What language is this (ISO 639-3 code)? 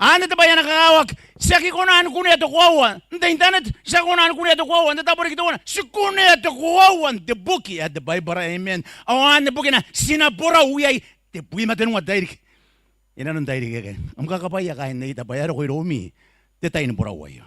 gil